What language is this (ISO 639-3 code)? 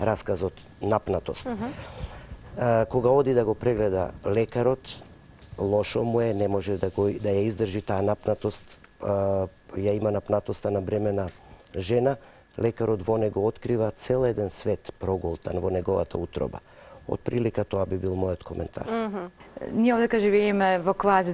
mkd